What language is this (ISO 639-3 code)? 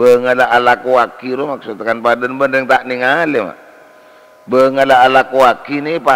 mad